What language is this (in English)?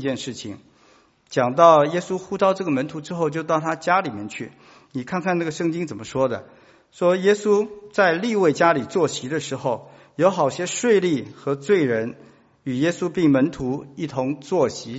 Chinese